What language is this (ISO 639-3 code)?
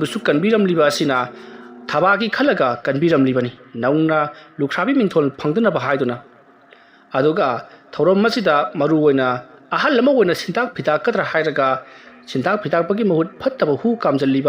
mni